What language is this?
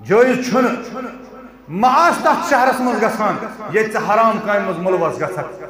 Kashmiri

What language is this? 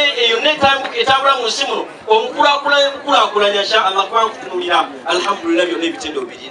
Ganda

